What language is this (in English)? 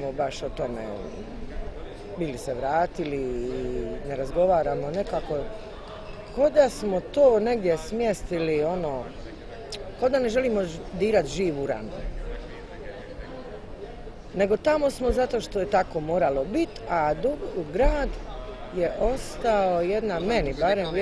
Croatian